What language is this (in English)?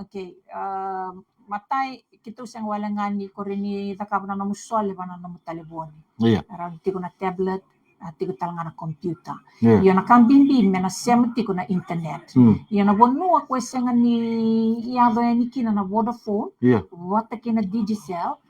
Fijian